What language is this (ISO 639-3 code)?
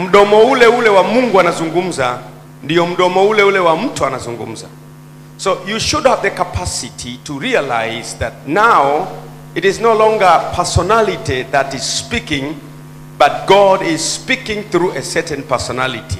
swa